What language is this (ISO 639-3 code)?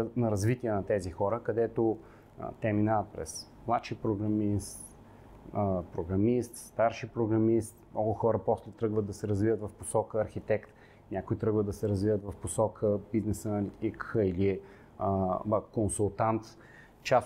bul